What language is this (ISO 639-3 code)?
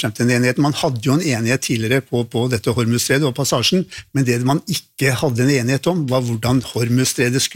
nor